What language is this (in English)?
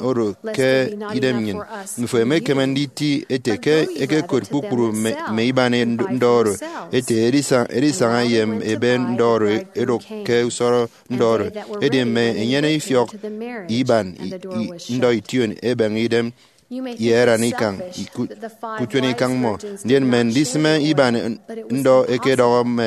Efik